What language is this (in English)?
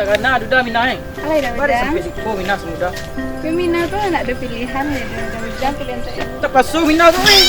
Minangkabau